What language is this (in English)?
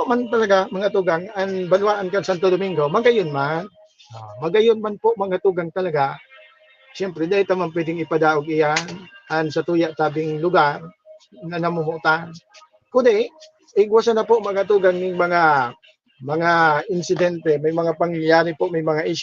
Bikol